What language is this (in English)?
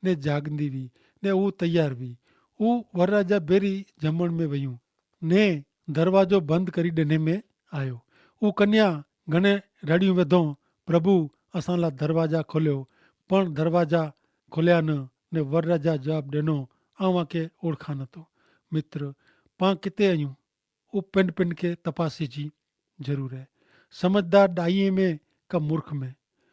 Kachhi